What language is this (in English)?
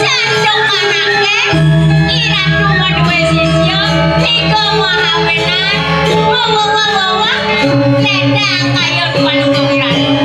Balinese